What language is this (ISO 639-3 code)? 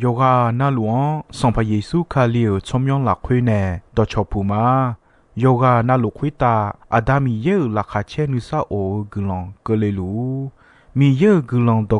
ahk